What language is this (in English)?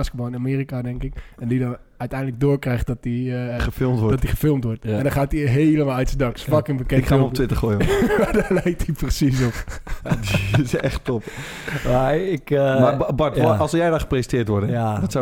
Dutch